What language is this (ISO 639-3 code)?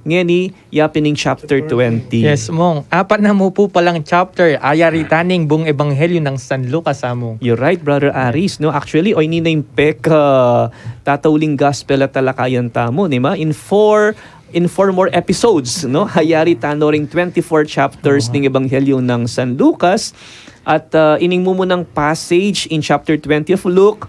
pam